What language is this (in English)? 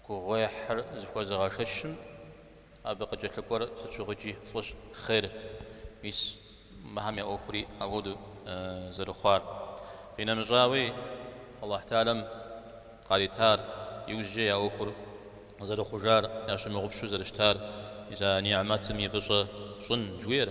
Kabardian